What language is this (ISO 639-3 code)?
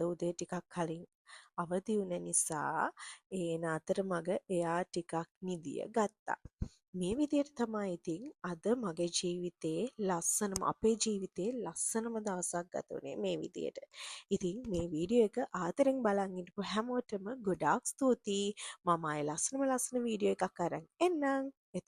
sin